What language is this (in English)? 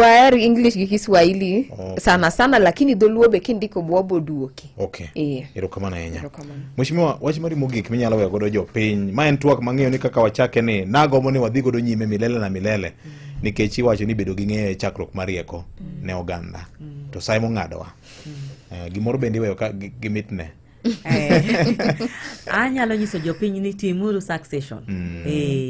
Luo (Kenya and Tanzania)